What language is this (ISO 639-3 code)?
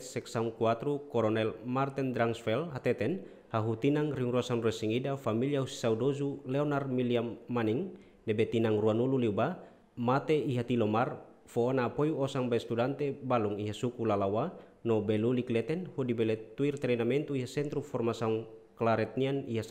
tet